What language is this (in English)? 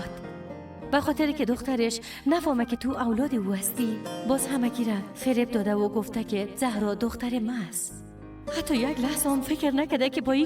Persian